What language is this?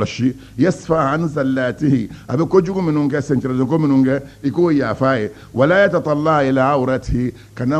Bambara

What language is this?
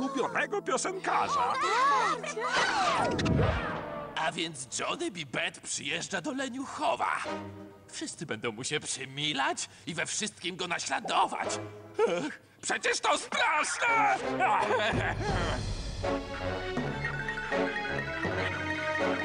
Polish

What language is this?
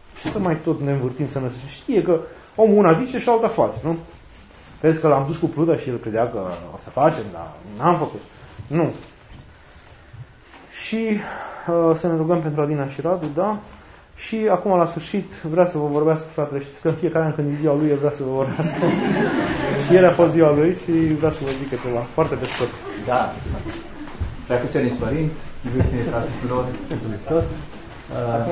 Romanian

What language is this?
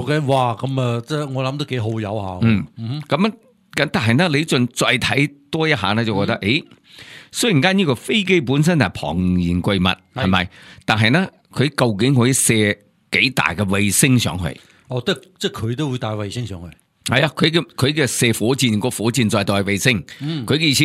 Cantonese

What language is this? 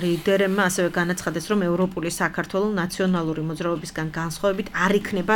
Georgian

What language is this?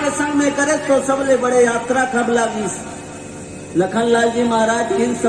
Chhattisgarhi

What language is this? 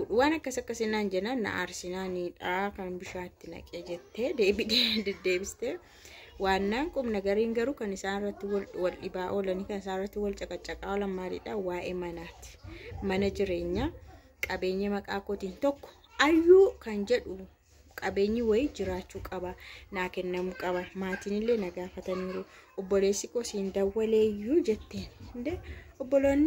Oromo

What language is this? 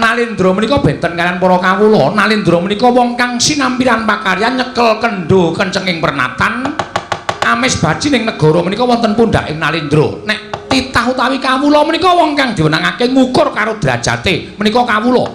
Javanese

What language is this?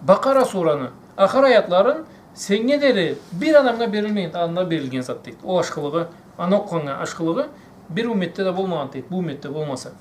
Karachay-Balkar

